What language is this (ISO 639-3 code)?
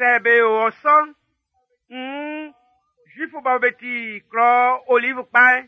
bci